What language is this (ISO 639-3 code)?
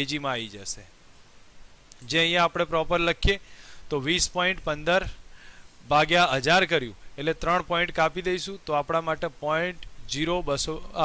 guj